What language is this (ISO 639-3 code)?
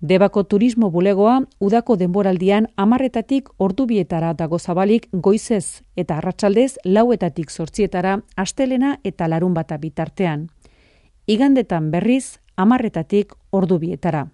eus